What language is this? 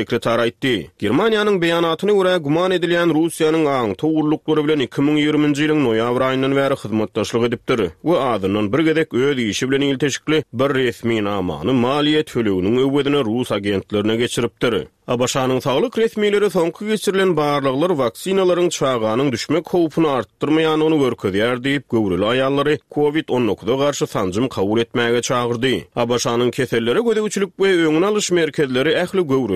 Turkmen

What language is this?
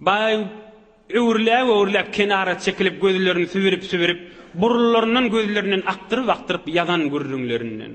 Turkmen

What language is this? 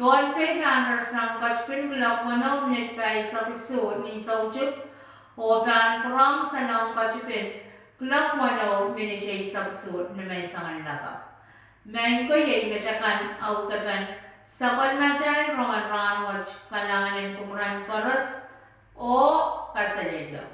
Pohnpeian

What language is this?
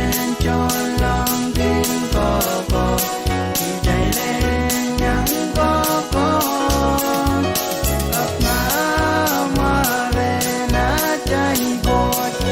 Pohnpeian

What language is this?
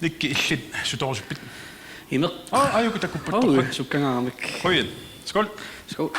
Kalaallisut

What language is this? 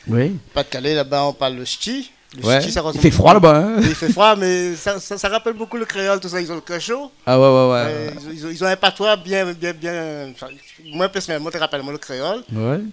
Réunion Creole French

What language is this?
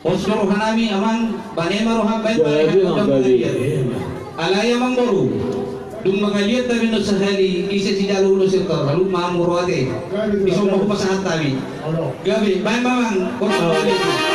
Batak Toba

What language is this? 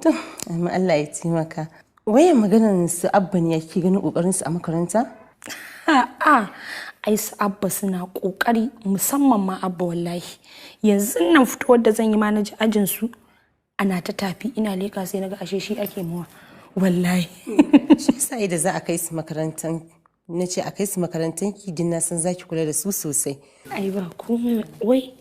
Hausa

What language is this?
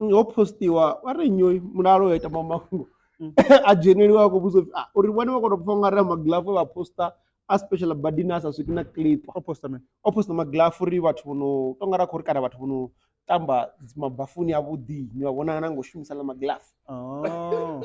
Venda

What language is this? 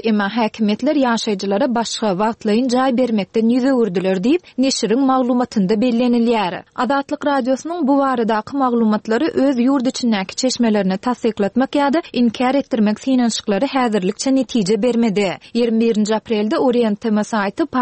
Turkmen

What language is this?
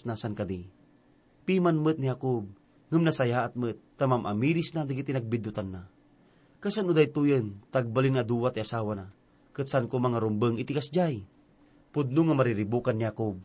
Iloko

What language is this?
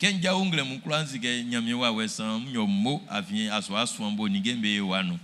Baoulé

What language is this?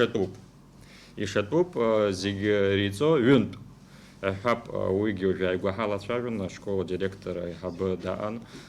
Abkhazian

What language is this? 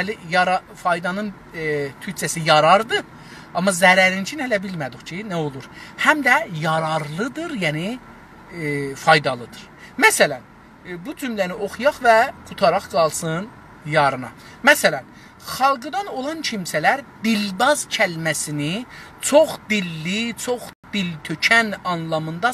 South Azerbaijani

